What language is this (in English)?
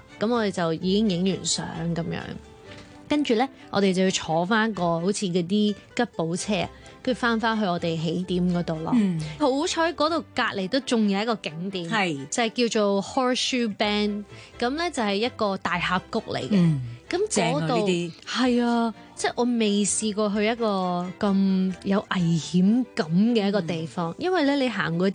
Cantonese